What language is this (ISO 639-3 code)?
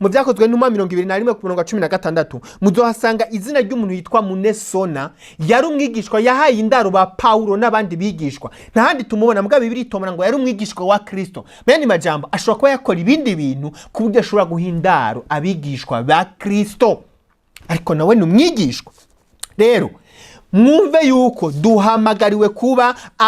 run